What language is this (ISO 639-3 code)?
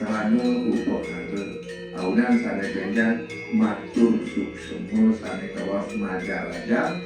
ban